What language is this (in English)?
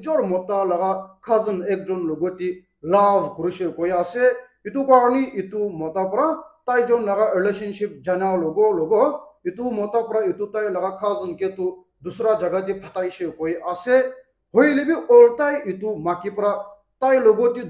Naga Pidgin